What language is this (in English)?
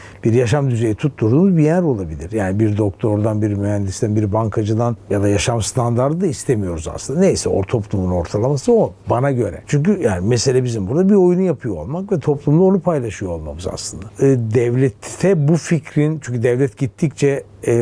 Turkish